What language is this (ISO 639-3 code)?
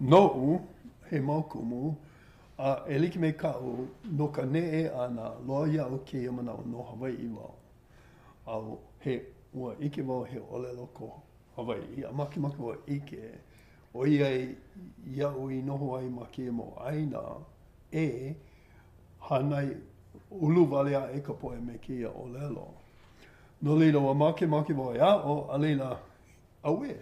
haw